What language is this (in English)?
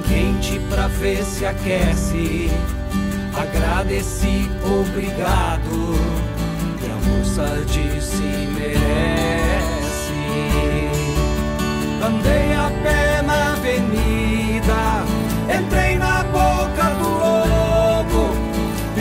Portuguese